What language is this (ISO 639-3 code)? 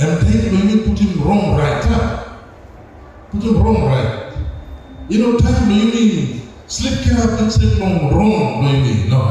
tpi